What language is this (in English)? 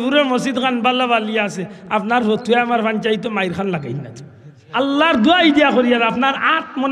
Sylheti